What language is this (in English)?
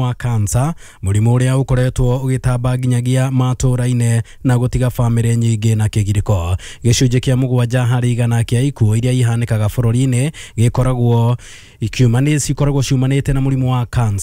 Kikuyu